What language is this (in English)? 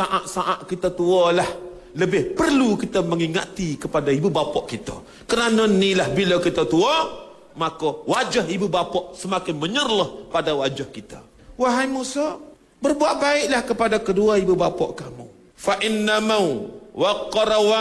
Malay